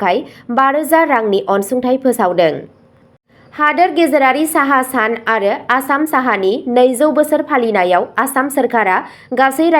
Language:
Bodo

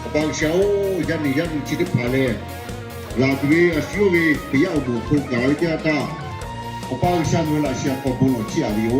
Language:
Lahu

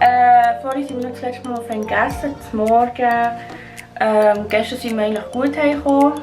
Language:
Swiss German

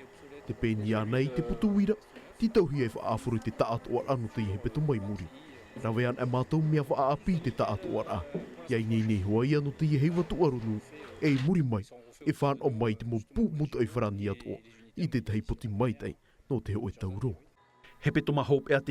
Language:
Tahitian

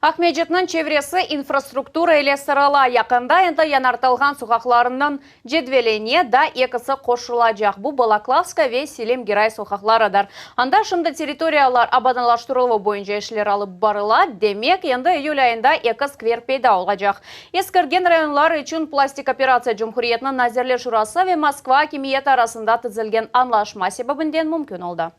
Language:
Crimean Tatar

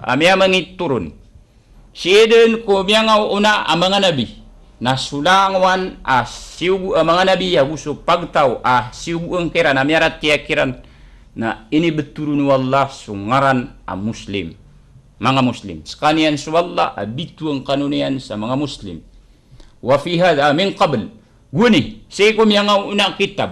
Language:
Maranao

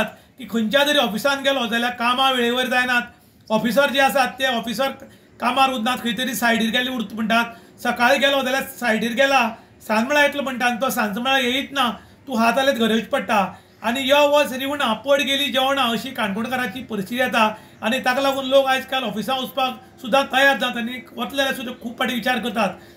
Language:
Konkani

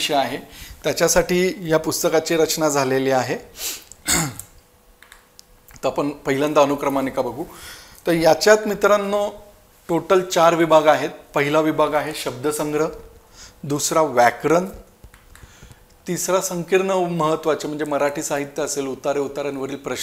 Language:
Marathi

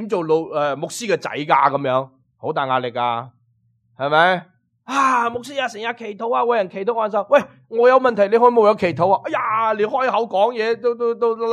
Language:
Cantonese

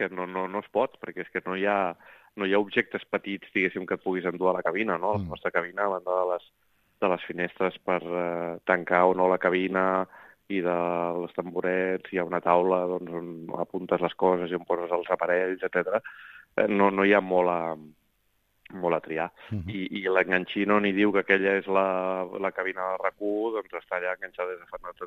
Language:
Catalan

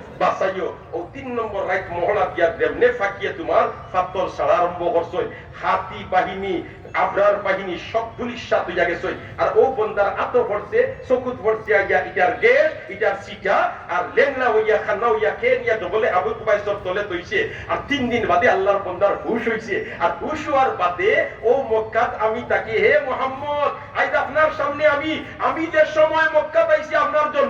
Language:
Sylheti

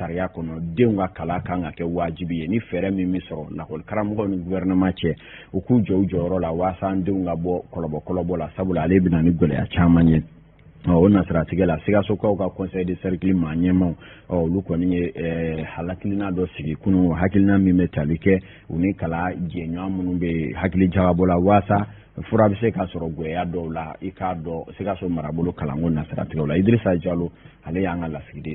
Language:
Bambara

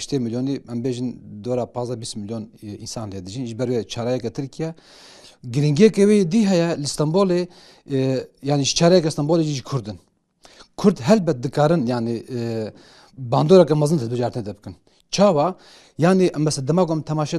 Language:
Kurdish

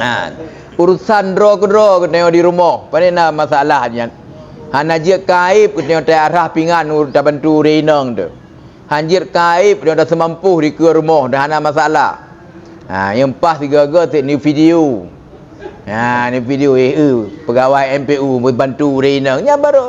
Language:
Achinese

